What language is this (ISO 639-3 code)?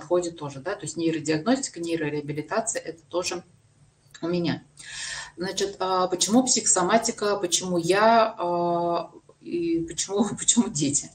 rus